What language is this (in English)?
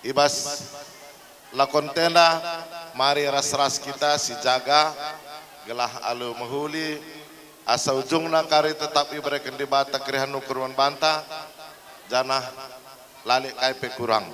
Batak Karo